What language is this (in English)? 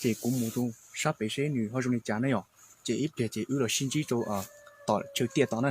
Hmong